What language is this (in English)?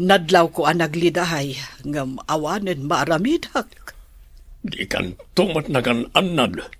Iloko